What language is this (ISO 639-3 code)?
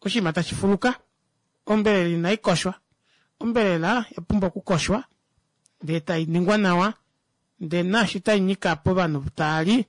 kua